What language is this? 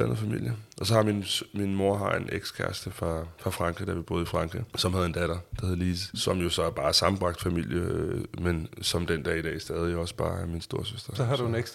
Danish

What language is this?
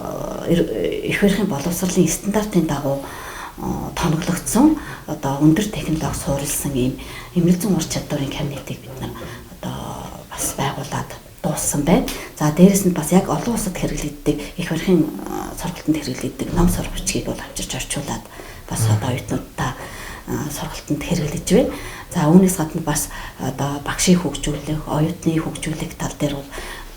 Mongolian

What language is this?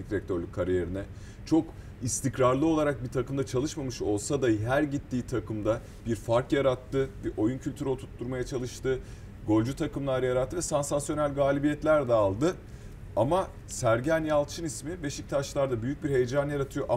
Turkish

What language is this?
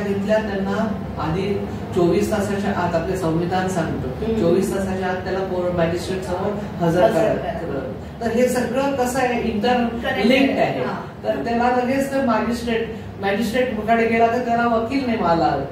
Marathi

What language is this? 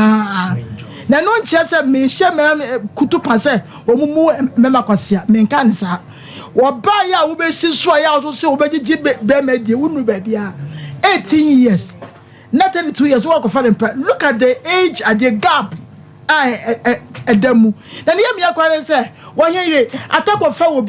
Akan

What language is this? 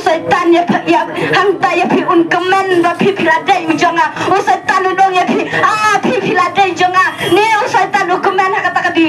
Khasi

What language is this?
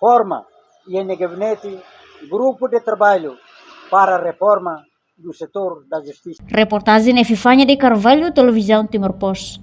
Tetum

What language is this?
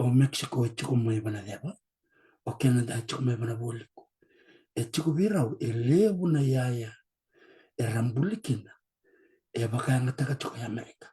Fijian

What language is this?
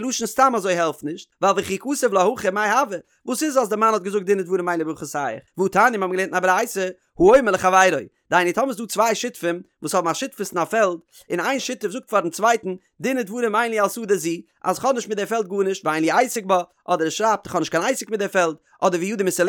Yiddish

